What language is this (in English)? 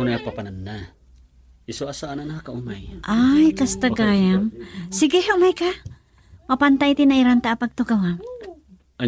Iloko